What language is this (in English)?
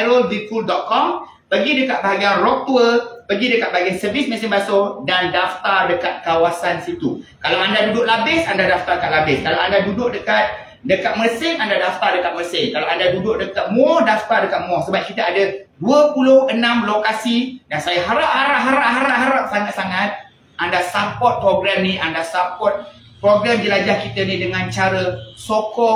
Malay